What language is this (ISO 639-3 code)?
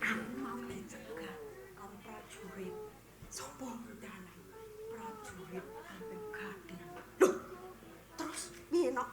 jav